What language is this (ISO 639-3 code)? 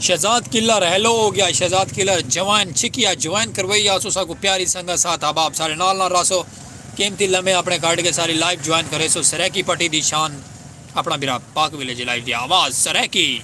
skr